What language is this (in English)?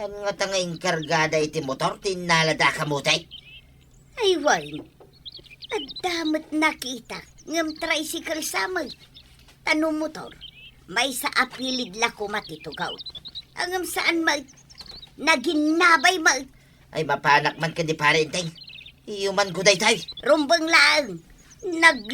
Iloko